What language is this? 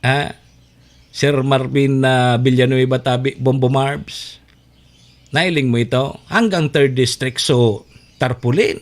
Bikol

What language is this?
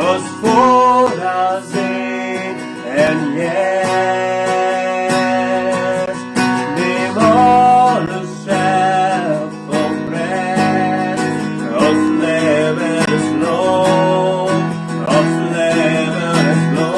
Plautdietsch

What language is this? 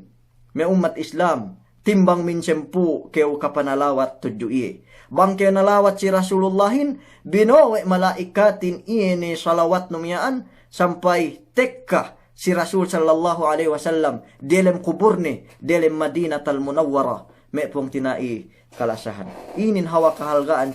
Yakan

